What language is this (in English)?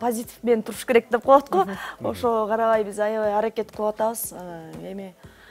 Kyrgyz